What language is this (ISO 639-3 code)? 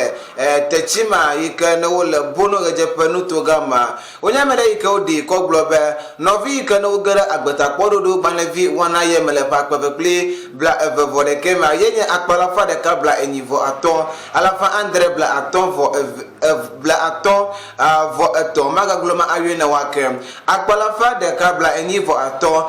ewe